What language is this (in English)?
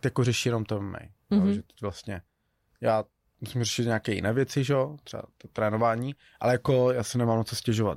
Czech